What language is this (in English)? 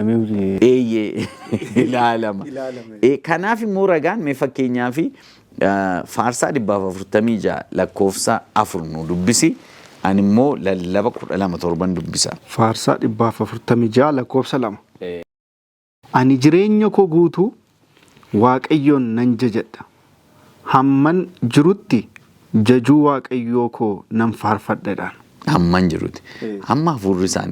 Oromo